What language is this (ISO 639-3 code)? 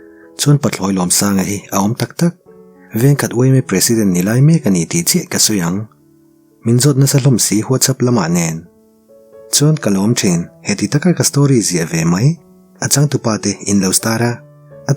lus